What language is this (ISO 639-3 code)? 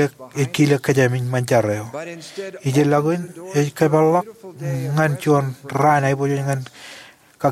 mah